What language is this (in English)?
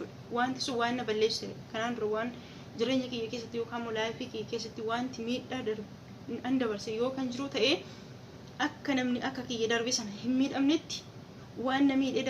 Oromo